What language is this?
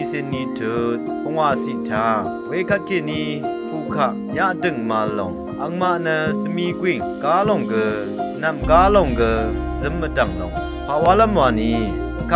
Rawang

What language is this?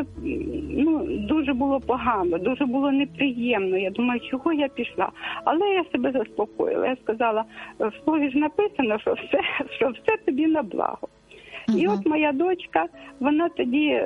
Ukrainian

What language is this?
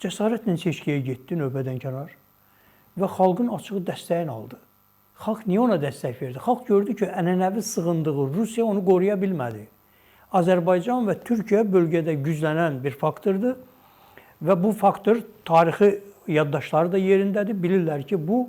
Azerbaijani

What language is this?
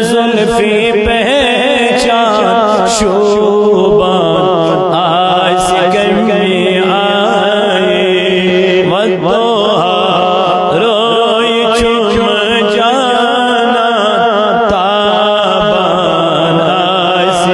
Kashmiri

